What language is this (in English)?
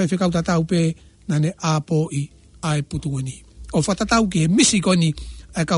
Tongan